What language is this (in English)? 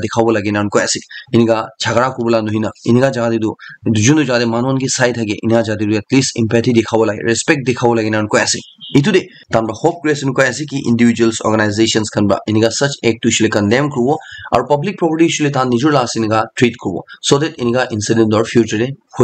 Naga Pidgin